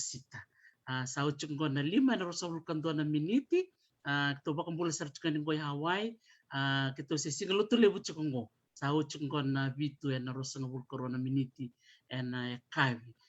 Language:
Fijian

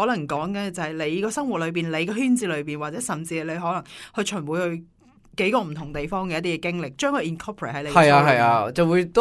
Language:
Cantonese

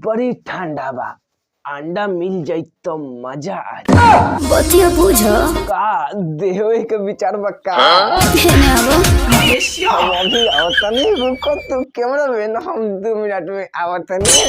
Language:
Bhojpuri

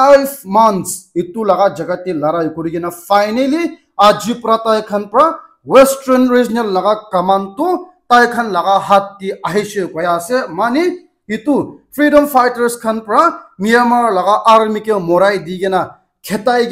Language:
Naga Pidgin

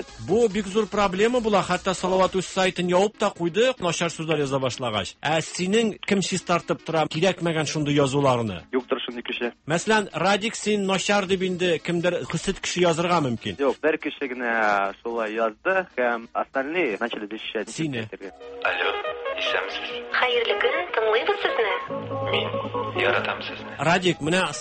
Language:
Tatar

